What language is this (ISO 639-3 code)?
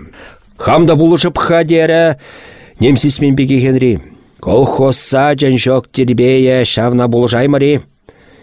chv